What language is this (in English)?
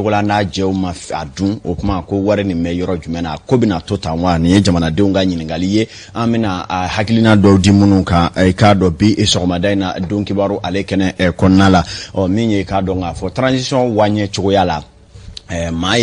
Bambara